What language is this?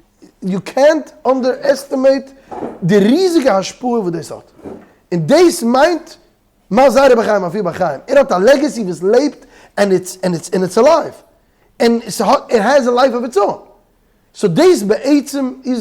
Yiddish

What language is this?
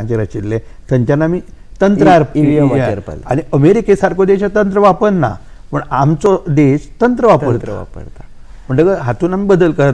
Konkani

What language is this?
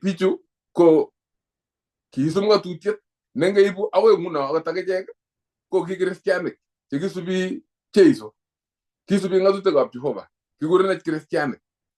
Kalenjin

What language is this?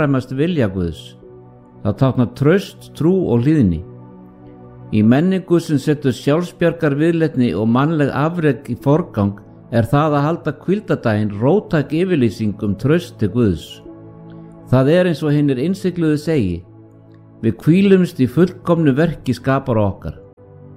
Icelandic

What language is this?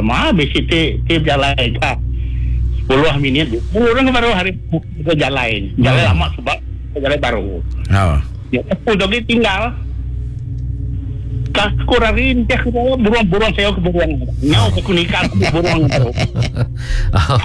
Iban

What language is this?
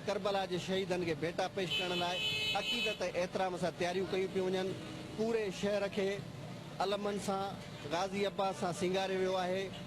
Sindhi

